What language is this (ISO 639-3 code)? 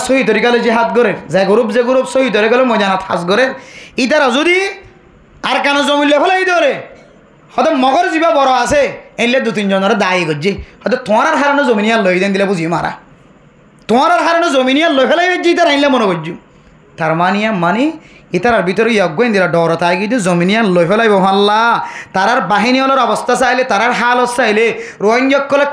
rhg